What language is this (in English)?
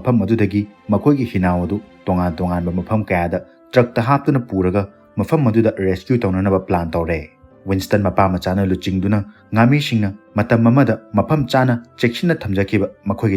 Manipuri